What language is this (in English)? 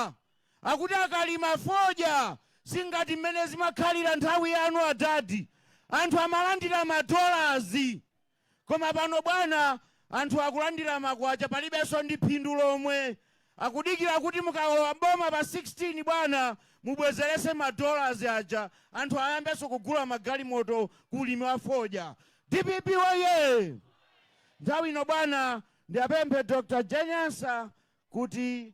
Nyanja